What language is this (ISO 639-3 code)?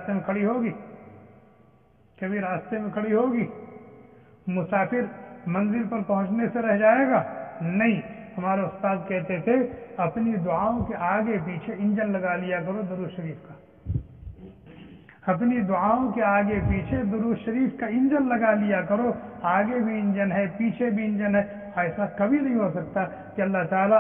urd